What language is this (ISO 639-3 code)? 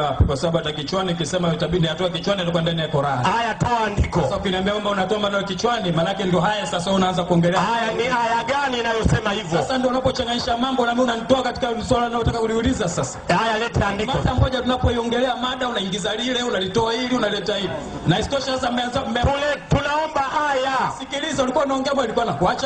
swa